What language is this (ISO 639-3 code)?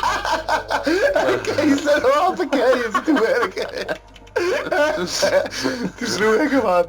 gsw